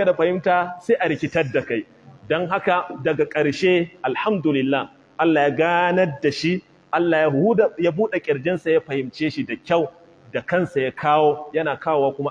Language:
Hausa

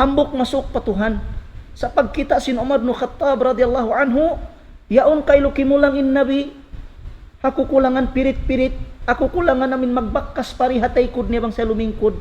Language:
Tausug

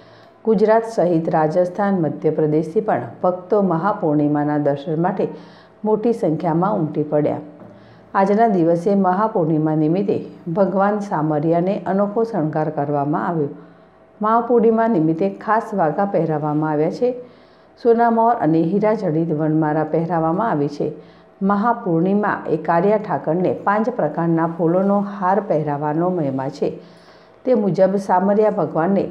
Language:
Gujarati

